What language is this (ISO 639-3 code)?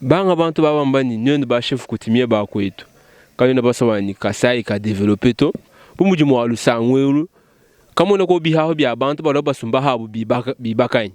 lua